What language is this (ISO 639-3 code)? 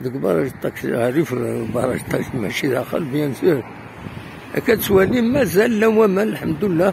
kab